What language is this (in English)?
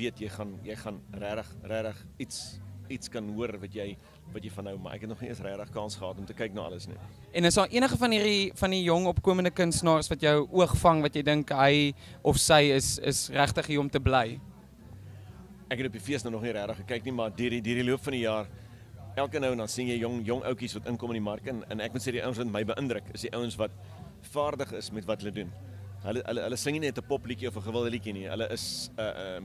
Afrikaans